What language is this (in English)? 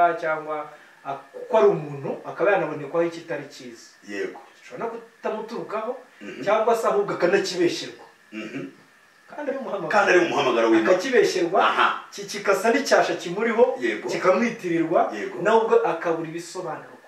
Kinyarwanda